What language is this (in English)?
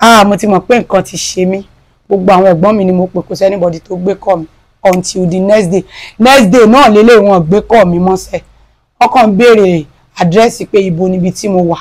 Yoruba